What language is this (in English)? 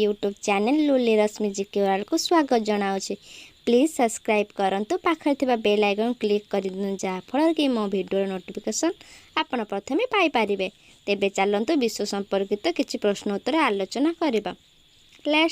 Odia